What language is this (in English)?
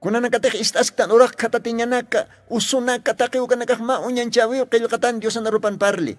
Aymara